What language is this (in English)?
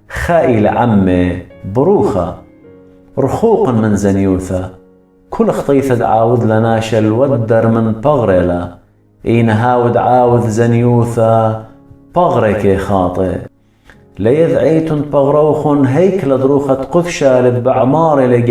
Assyrian Neo-Aramaic